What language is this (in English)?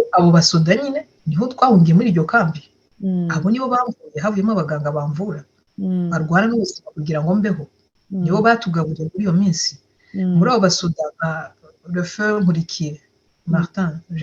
Rundi